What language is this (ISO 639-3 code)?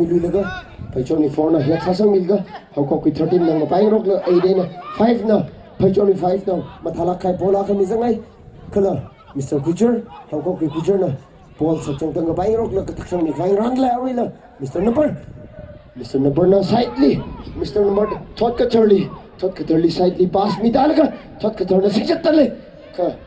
nmf